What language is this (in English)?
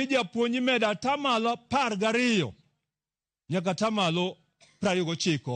Luo (Kenya and Tanzania)